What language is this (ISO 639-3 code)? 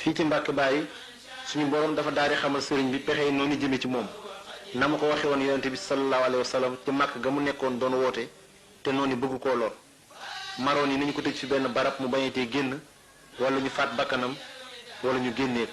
wol